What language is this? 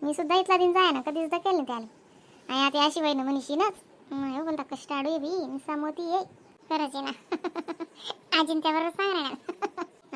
Khandesi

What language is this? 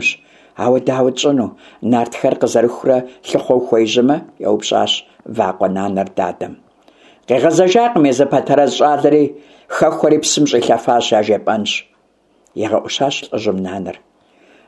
Kabardian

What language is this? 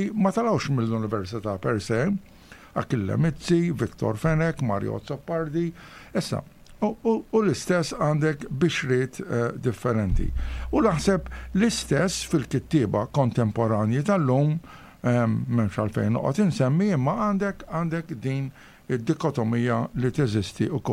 Maltese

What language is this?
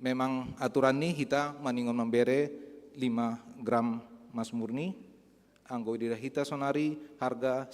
Batak Simalungun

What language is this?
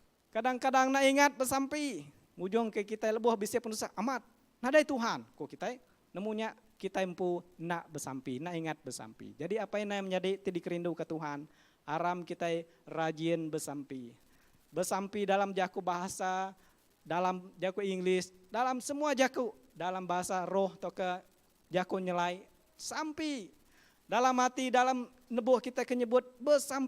Iban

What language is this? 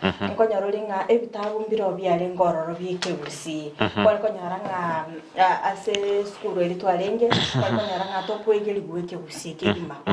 Gusii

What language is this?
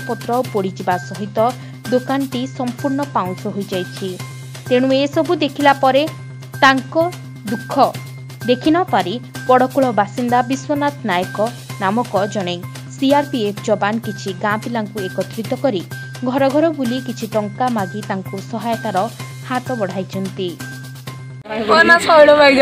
Odia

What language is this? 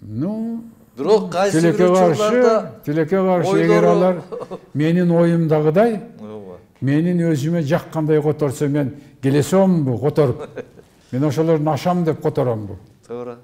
Kyrgyz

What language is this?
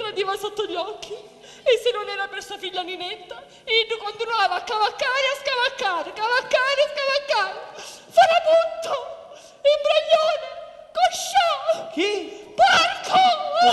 Sicilian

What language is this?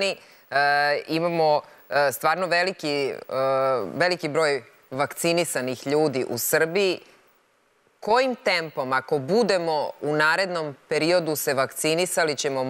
Serbian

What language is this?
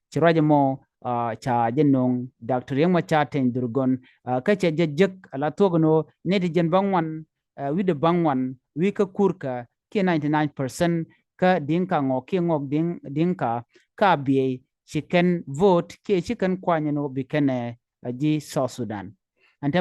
Nuer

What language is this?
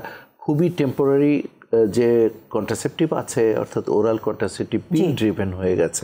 Bangla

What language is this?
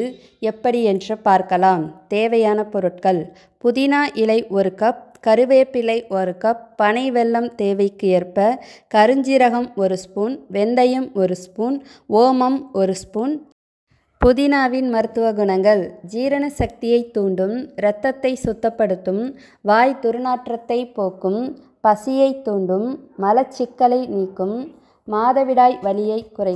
Tamil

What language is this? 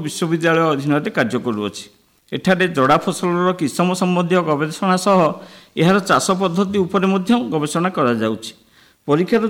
Odia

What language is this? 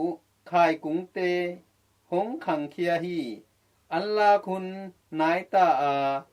Tedim Chin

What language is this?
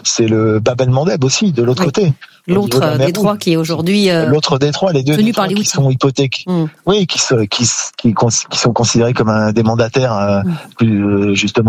French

